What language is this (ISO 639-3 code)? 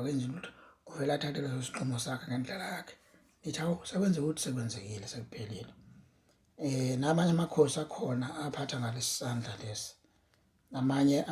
zul